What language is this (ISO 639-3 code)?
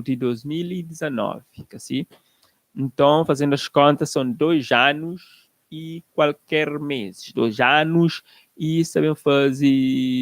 kea